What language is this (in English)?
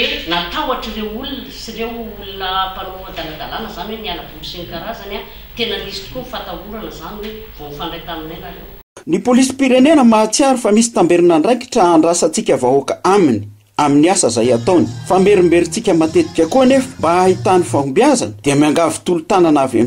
Malagasy